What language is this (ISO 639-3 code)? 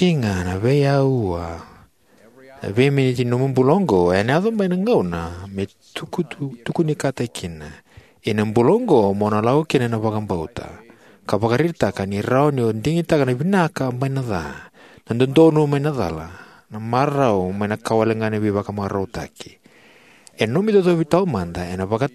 fij